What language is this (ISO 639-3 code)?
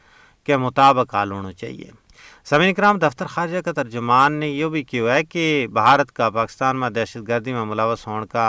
gju